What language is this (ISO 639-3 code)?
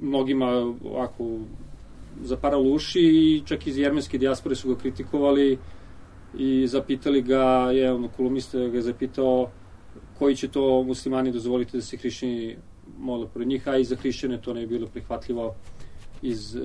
srp